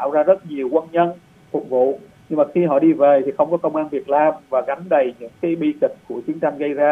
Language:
Vietnamese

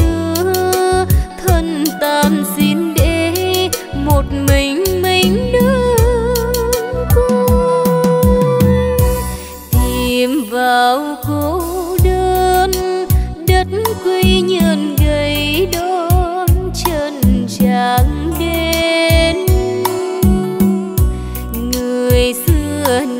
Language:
Vietnamese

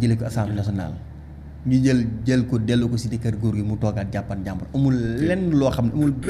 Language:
Wolof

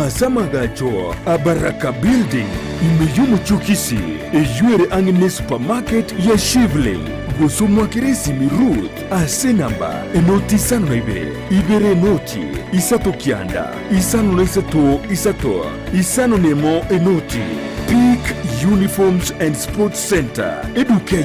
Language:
Gusii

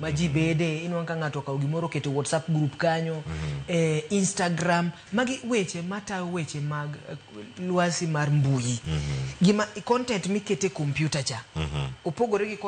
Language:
Luo (Kenya and Tanzania)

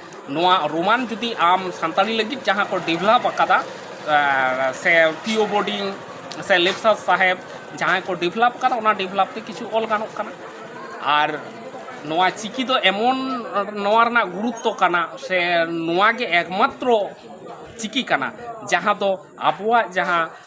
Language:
Santali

